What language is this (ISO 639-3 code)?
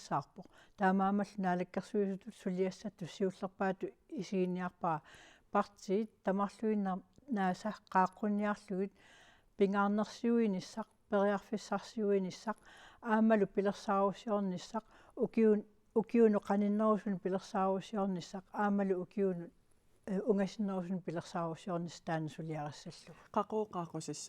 kal